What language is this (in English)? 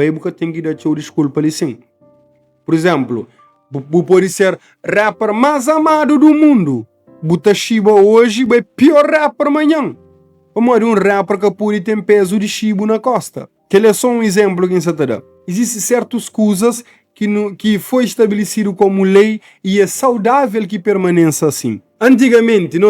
Kabuverdianu